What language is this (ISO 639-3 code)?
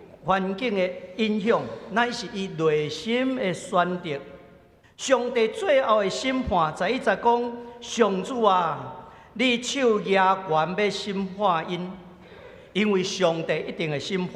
nan